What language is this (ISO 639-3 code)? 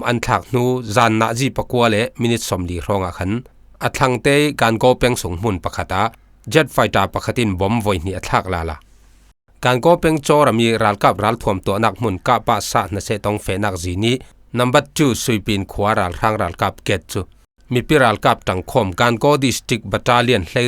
cfm